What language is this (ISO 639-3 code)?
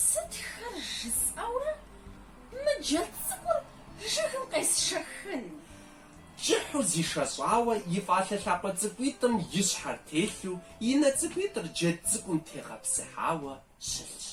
kbd